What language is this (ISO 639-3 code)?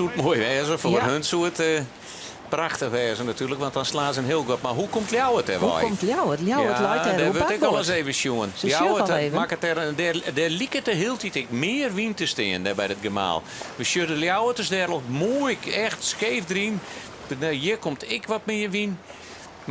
fry